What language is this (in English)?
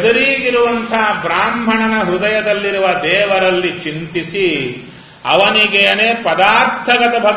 Kannada